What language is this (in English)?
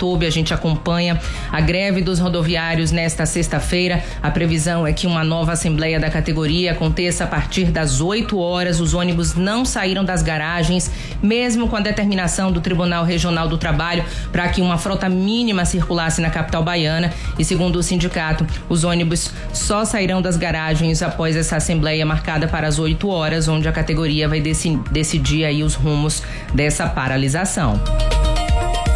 Portuguese